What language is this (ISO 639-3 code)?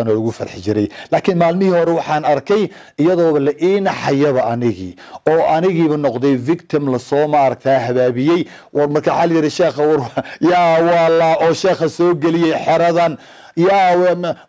som